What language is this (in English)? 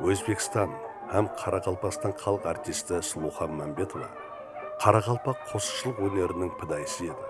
Kara-Kalpak